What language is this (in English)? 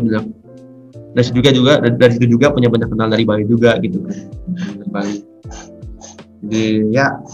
Indonesian